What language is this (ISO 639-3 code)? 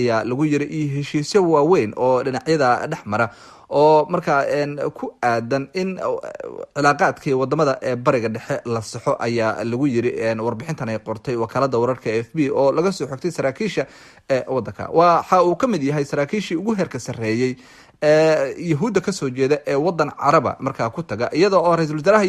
som